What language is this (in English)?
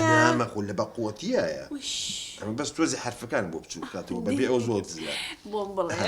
Central Kurdish